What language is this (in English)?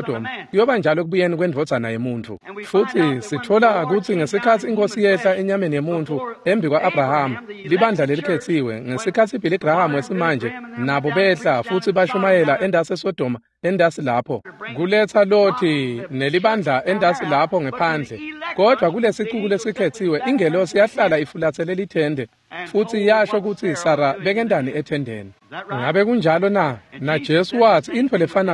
Swati